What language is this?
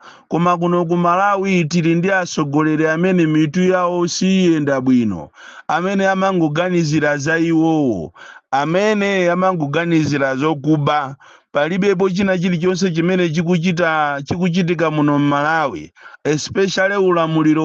Nyanja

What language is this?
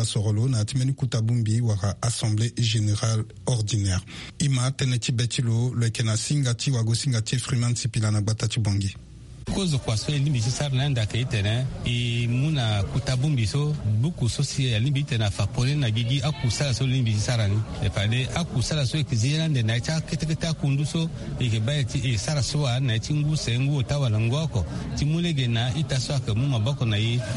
Sango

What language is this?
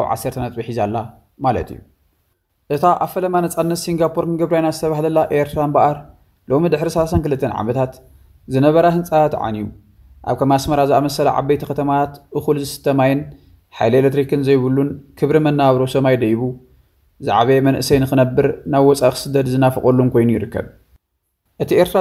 Tigrinya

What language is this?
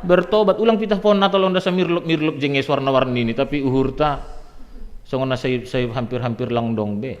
Batak Simalungun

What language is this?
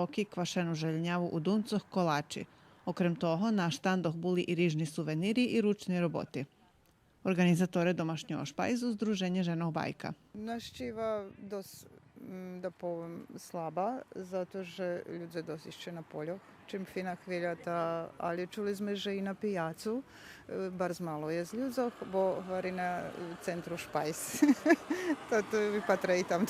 Rusyn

